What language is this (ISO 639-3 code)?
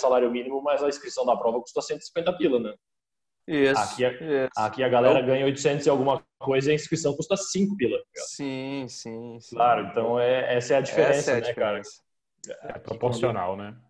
por